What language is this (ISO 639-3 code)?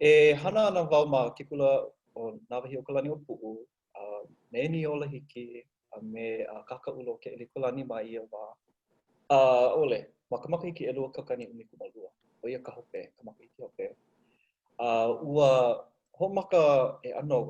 haw